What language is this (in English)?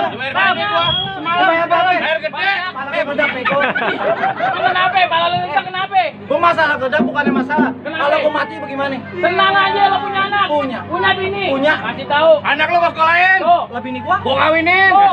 Betawi